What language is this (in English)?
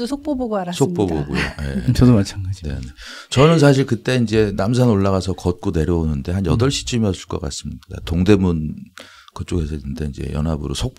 Korean